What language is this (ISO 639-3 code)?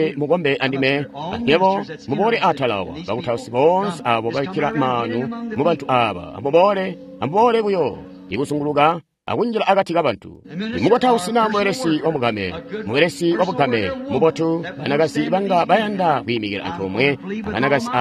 toi